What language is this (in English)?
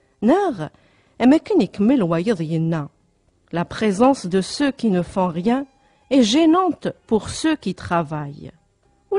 Kabyle